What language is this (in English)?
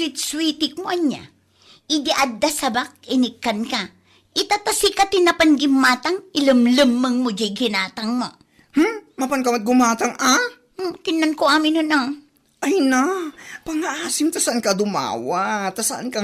Iloko